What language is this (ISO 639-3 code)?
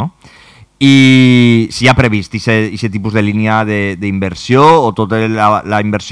cat